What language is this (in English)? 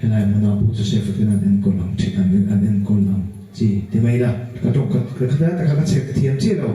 Mizo